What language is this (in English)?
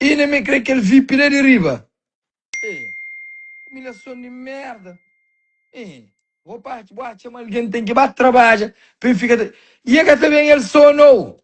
Kabuverdianu